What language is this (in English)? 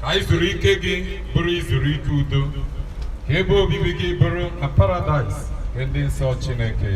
Igbo